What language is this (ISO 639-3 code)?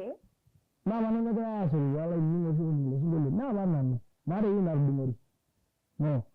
mas